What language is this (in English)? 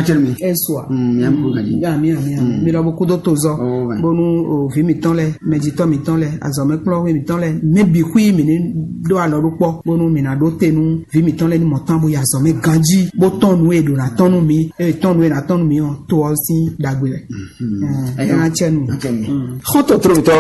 Fon